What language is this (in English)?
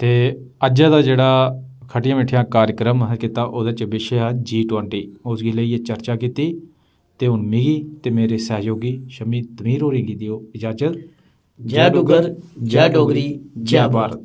Dogri